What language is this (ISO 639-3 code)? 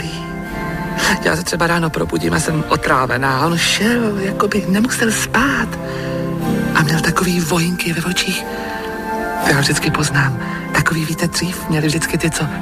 ces